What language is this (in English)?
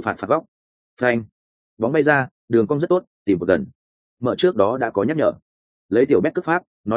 Vietnamese